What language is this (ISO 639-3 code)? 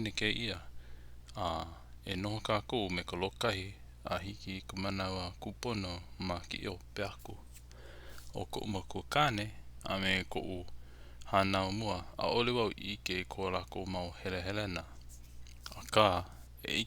haw